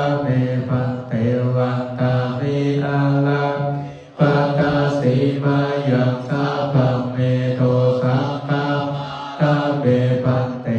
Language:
Pali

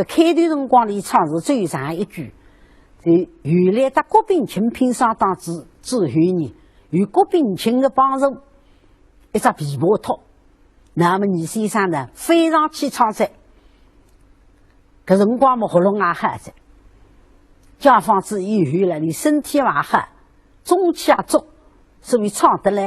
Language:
Wu Chinese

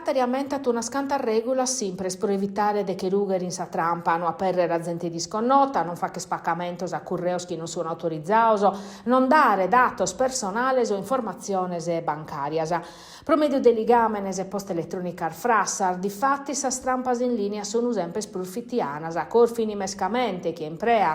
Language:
Sardinian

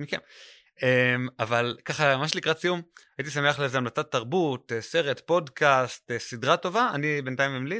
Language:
Hebrew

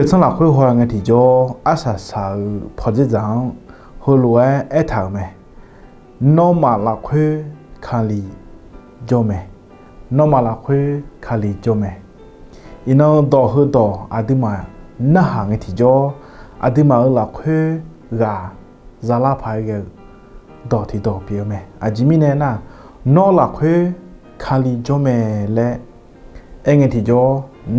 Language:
Akha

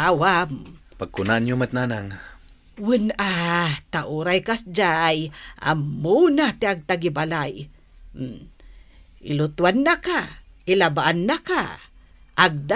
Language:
Iloko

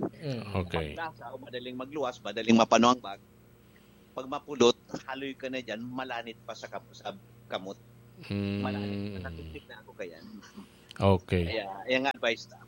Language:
Bikol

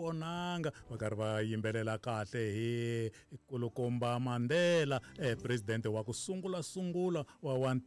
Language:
Tsonga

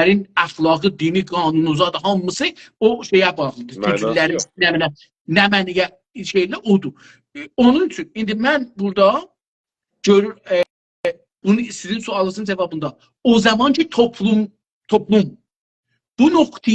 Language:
South Azerbaijani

